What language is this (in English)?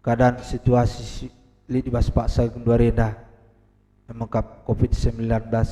Batak Karo